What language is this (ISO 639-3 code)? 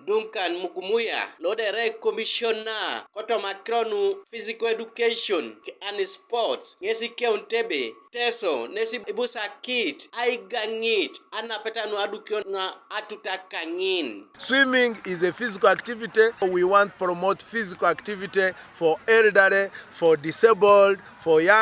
teo